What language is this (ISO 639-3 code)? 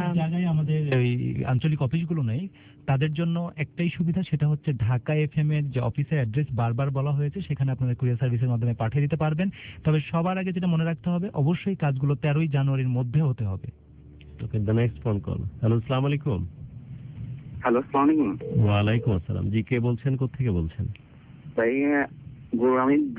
ben